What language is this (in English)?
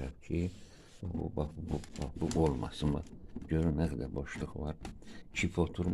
Azerbaijani